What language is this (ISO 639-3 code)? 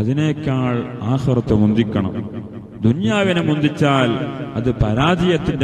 mal